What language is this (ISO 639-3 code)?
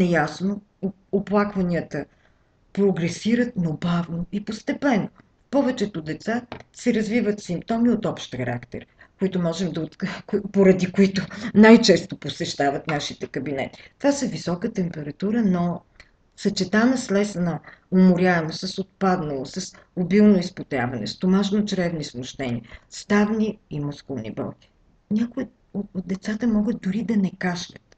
bul